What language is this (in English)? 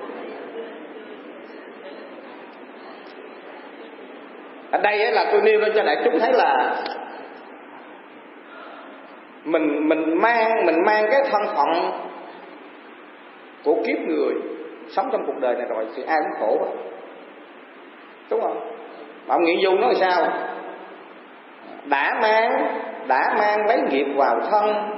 Vietnamese